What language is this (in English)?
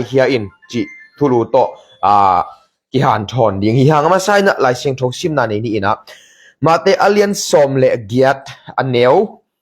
Tedim Chin